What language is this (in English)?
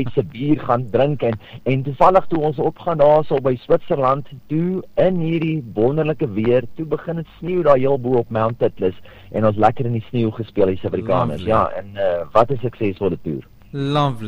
Afrikaans